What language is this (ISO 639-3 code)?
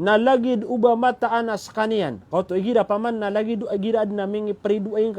mrw